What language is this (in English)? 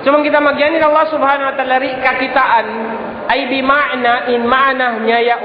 Tausug